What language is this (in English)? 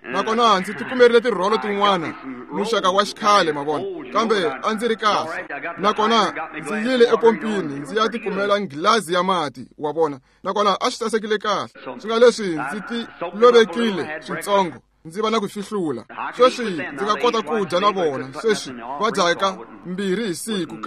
Tsonga